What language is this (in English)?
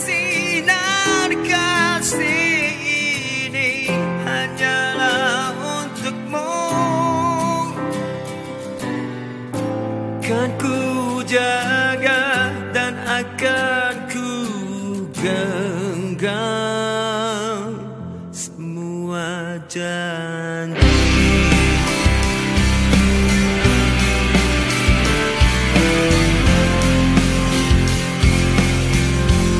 Malay